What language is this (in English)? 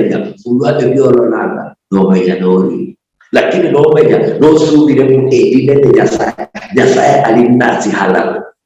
Luyia